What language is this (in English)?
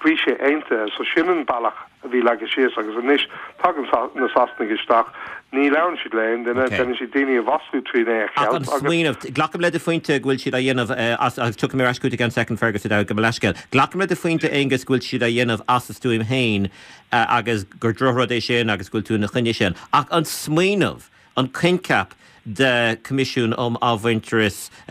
Irish